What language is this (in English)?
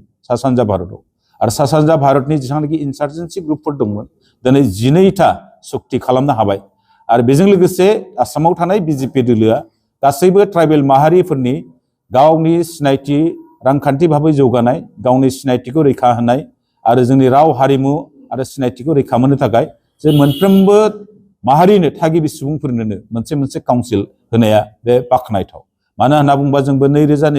Bodo